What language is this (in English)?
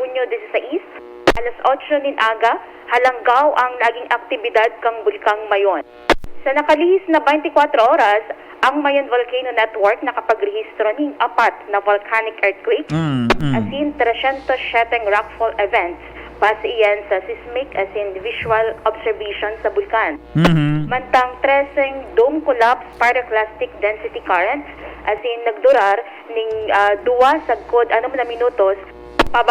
Bikol